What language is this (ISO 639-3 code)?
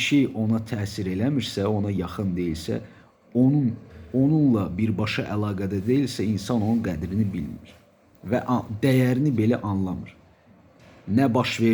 aze